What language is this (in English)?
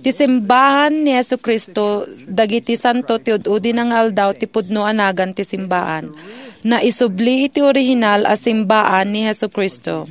Iloko